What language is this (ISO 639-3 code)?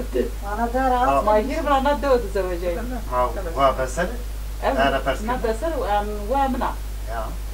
zza